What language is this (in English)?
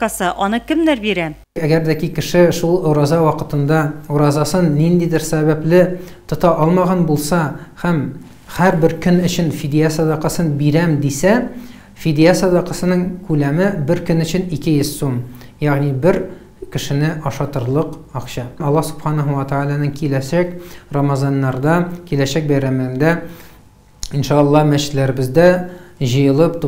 Tatar